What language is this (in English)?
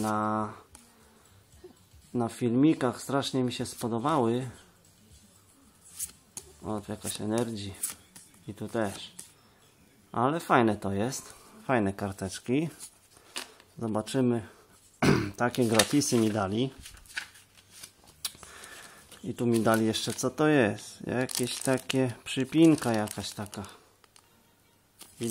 Polish